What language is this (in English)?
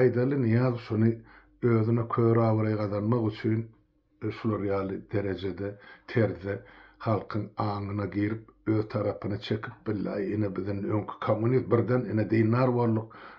Turkmen